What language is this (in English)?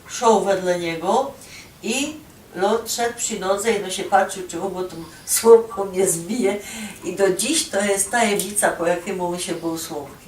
Silesian